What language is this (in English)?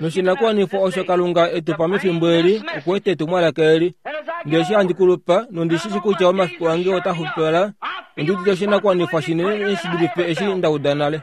Kuanyama